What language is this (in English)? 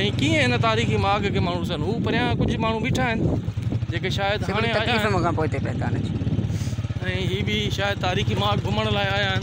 Sindhi